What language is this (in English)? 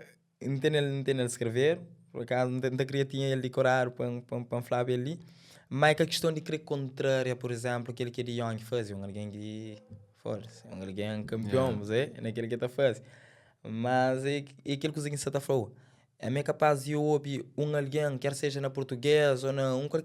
Kabuverdianu